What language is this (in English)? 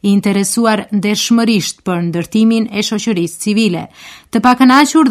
Albanian